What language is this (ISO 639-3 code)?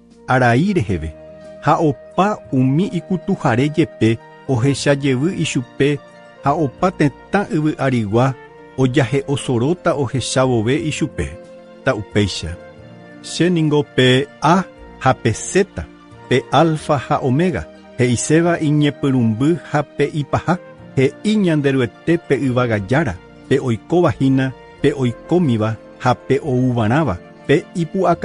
grn